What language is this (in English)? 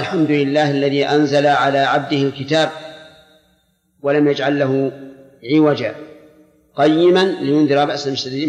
Arabic